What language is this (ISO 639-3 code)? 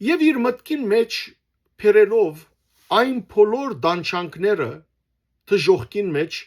hyw